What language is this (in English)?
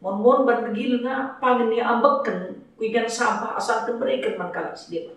Batak Karo